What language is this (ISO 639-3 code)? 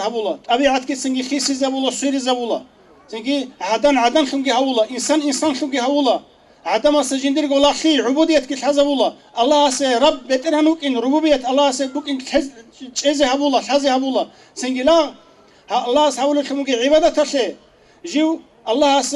ava